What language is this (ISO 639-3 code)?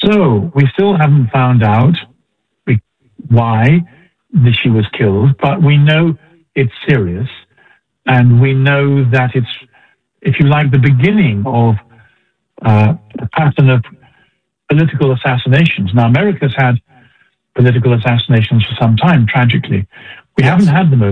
eng